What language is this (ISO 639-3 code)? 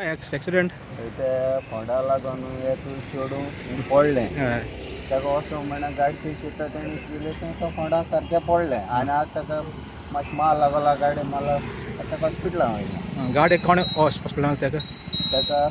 kok